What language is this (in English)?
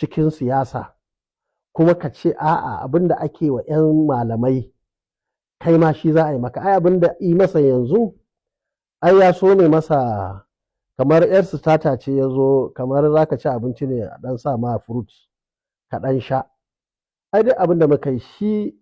Hausa